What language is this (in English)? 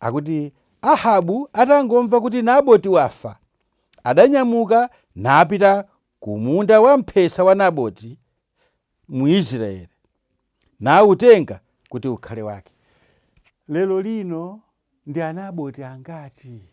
Nyanja